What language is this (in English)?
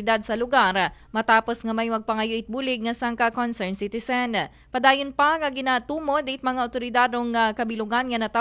Aklanon